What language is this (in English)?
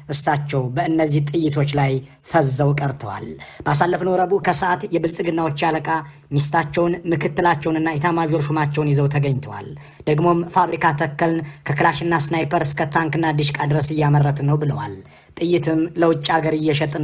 Amharic